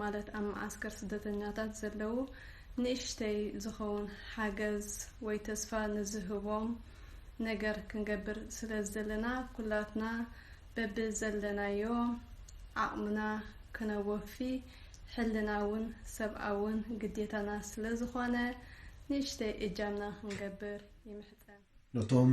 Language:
Tigrinya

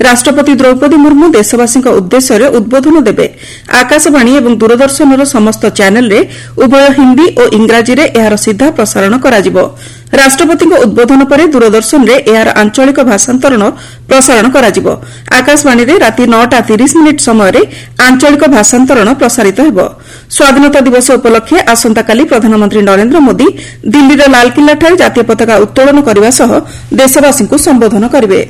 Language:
Odia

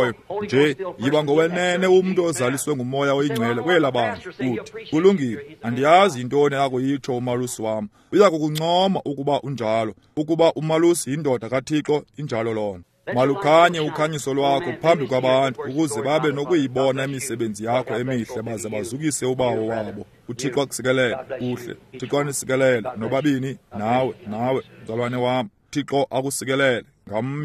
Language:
Xhosa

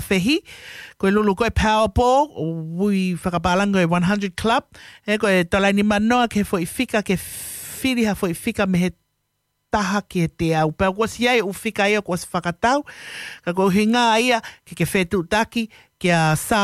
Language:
Tongan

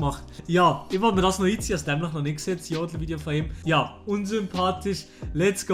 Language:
Swiss German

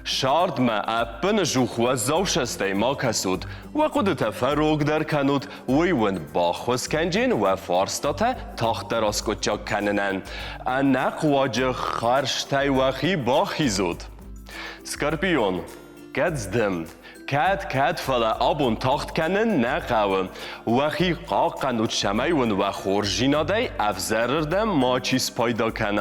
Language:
Ossetic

